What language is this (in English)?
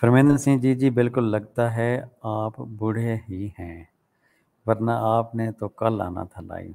Saraiki